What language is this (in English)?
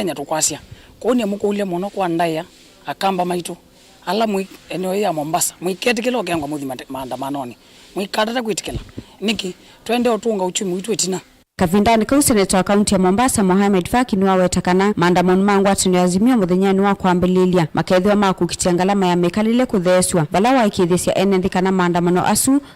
Kamba